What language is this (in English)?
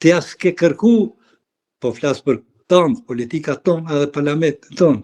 Albanian